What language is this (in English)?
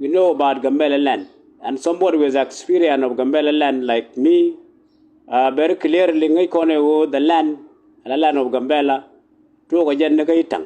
Nuer